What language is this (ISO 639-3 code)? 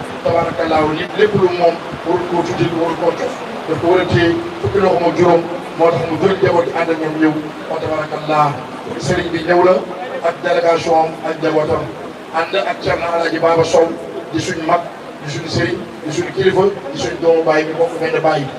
wol